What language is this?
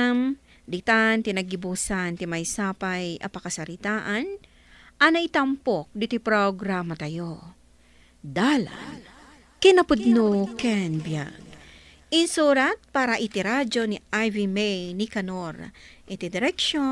Iloko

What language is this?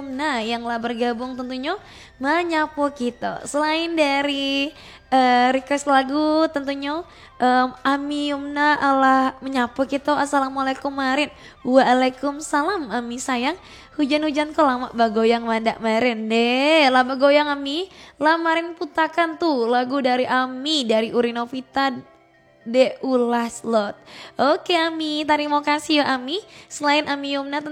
Minangkabau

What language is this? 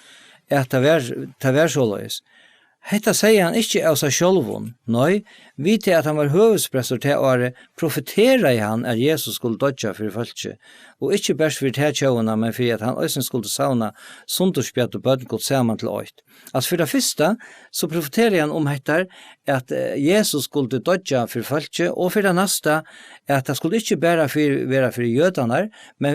Faroese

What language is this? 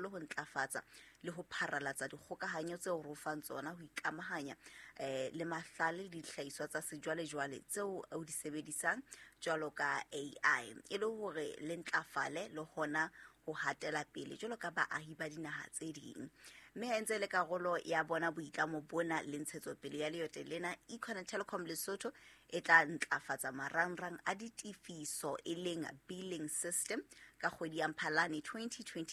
Southern Sotho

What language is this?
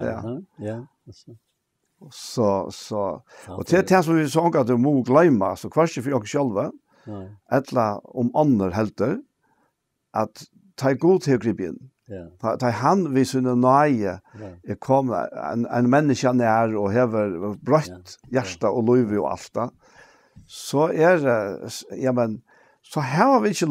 Faroese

